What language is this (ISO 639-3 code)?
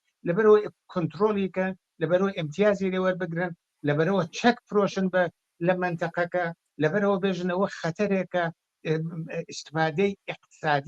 ckb